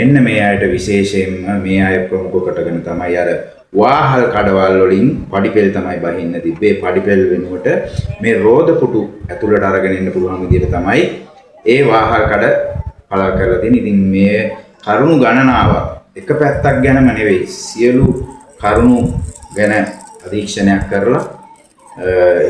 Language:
Sinhala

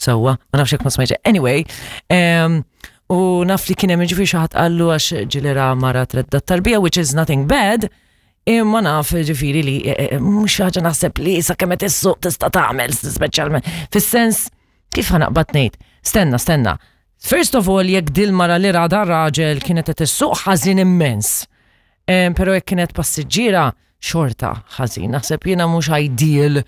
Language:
Maltese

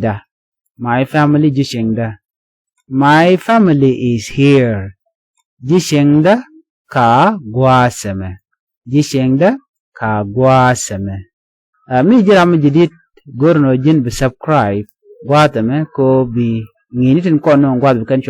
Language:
Nuer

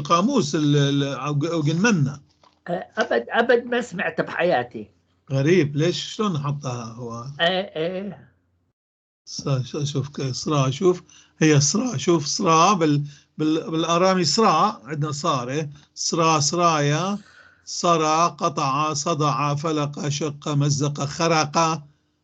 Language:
North Levantine Arabic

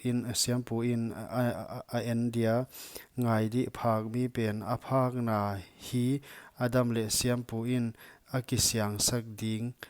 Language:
Paite Chin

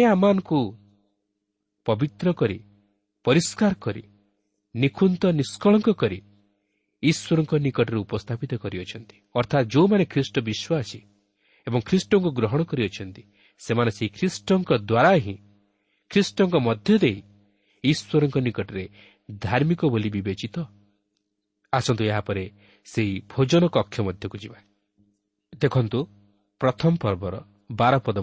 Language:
Odia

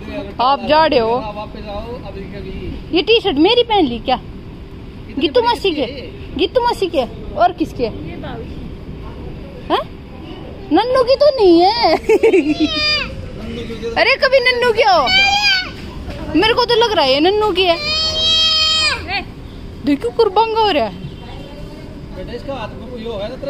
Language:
Hindi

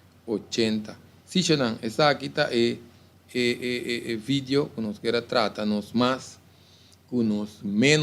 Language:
Papiamento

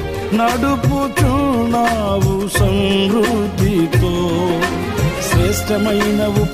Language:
Telugu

